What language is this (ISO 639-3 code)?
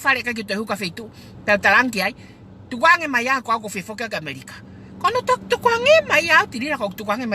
ton